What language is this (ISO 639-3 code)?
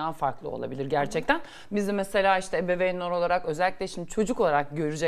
tur